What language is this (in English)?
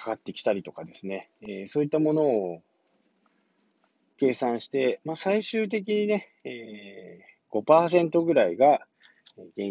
Japanese